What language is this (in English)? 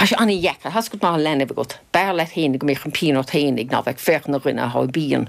Irish